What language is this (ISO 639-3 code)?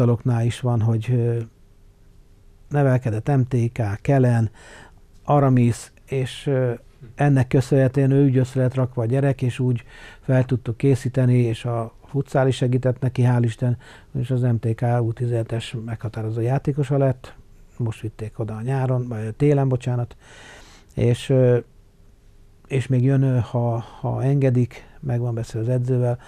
hun